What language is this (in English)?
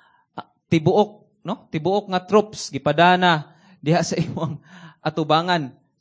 Cebuano